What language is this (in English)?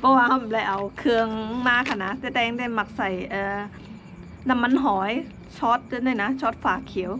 Shan